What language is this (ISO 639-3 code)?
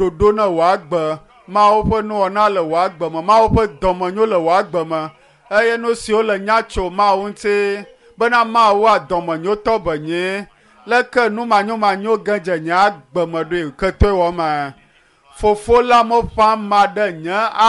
ewe